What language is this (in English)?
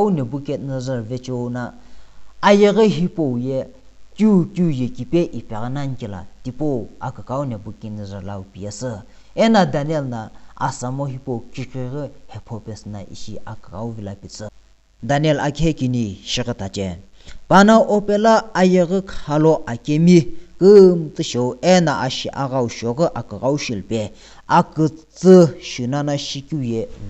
Sumi Naga